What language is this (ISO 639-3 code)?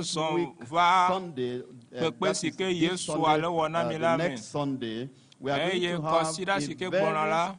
ewe